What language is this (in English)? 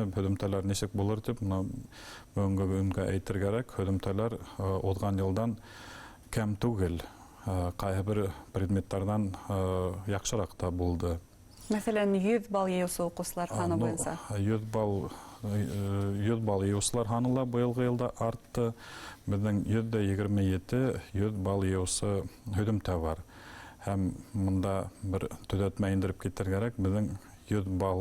Bashkir